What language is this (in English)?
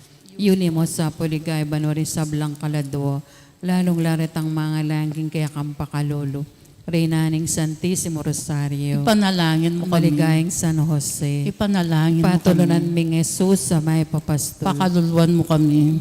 Pampanga